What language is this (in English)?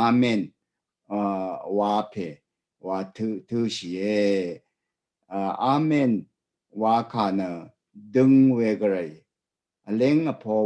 Rawang